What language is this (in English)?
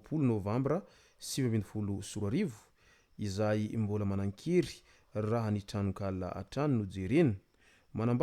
Malagasy